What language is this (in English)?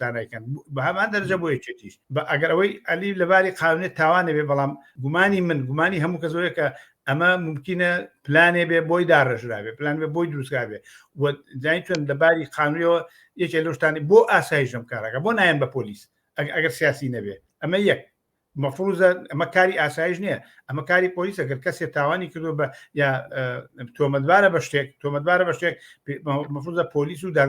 Central Kurdish